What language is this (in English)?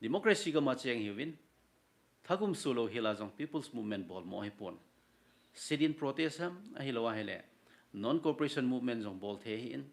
Thado Chin